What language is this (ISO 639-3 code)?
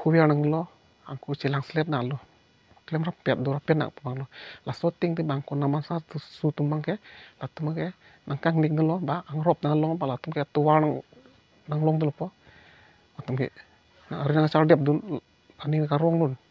mjw